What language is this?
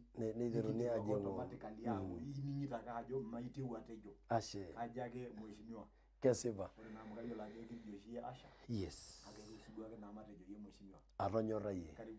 Masai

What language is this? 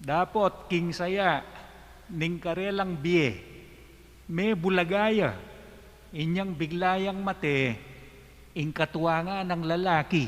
Pampanga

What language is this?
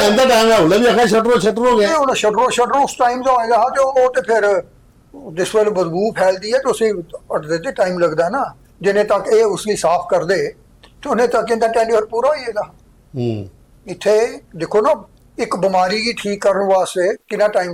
Dogri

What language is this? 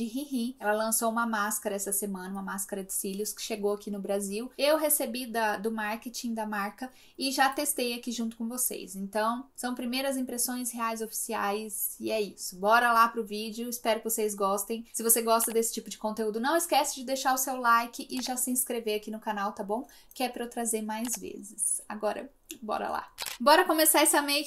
Portuguese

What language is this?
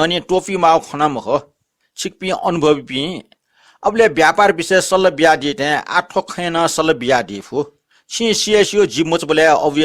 Newari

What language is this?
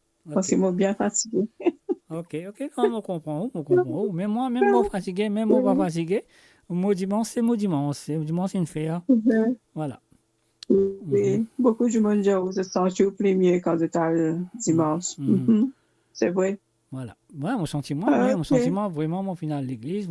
Morisyen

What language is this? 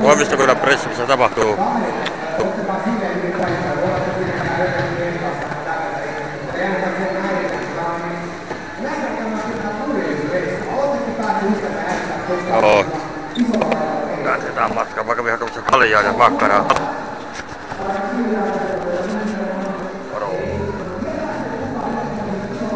Finnish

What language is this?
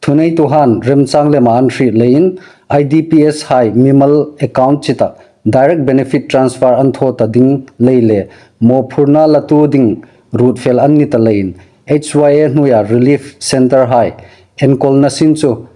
Hmar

